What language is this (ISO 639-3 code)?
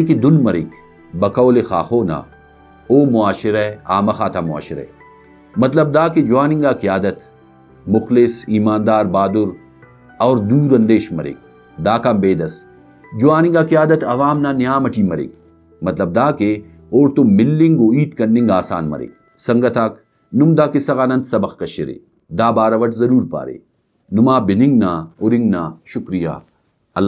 brh